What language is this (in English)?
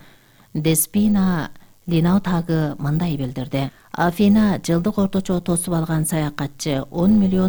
Kyrgyz